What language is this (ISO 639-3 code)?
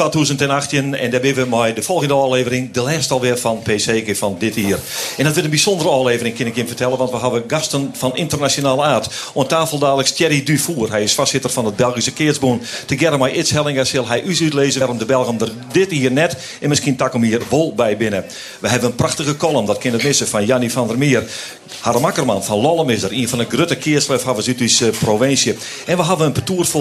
fry